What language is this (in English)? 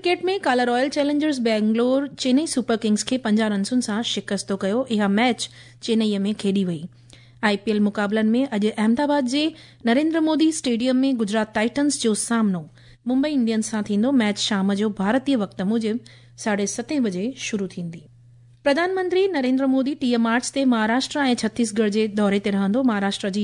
Sindhi